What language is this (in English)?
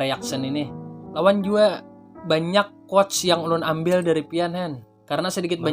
Banjar